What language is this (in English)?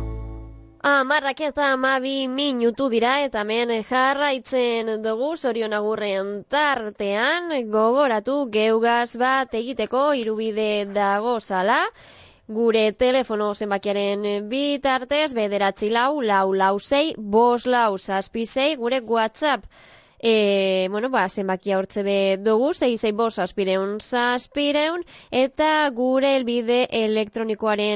Basque